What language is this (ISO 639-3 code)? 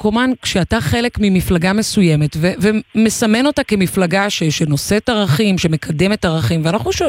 heb